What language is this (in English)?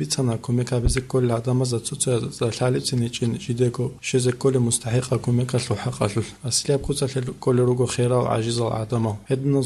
Avaric